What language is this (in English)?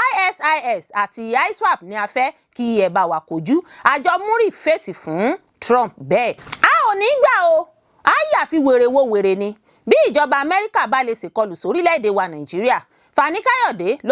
Yoruba